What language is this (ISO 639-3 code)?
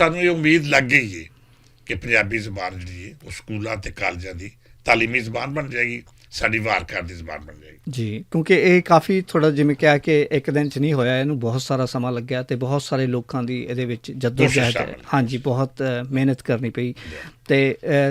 lah